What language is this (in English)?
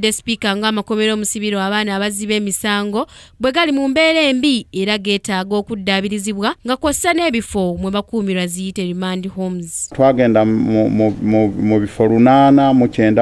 Ganda